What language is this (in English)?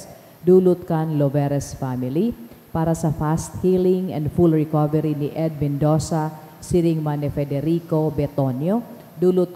Bikol